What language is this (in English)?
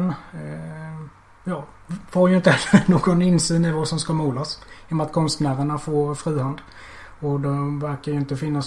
Swedish